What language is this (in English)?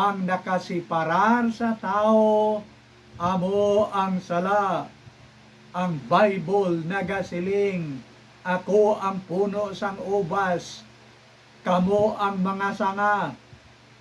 Hiligaynon